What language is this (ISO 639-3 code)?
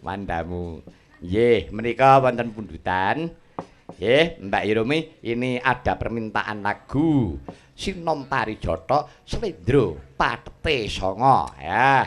jav